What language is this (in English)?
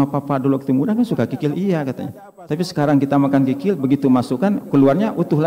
Indonesian